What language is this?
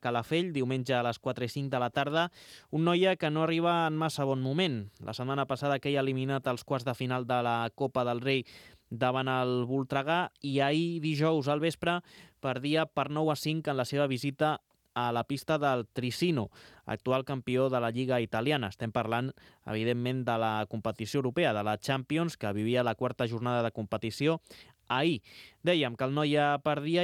Catalan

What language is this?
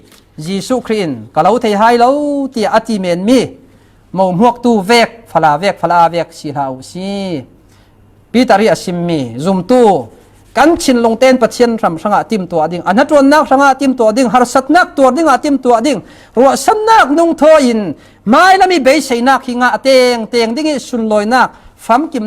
Falam Chin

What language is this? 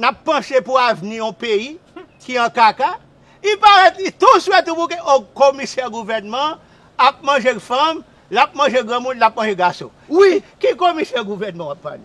Haitian Creole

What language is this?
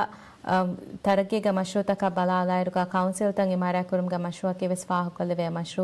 Divehi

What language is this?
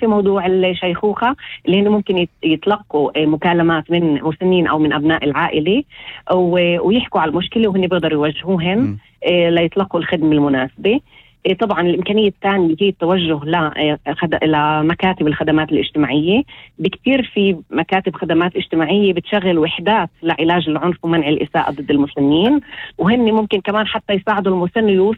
North Levantine Arabic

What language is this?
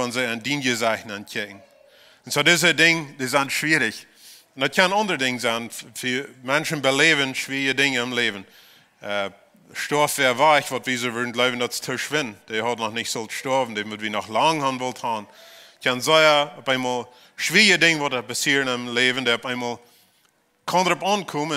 Plautdietsch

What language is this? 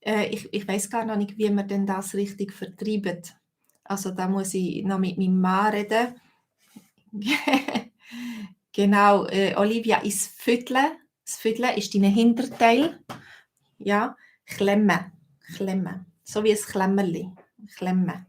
Swiss German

